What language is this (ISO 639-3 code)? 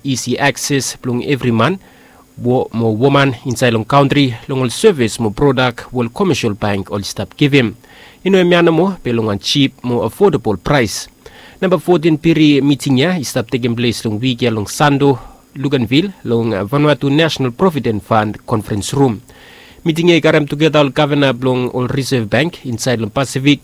bis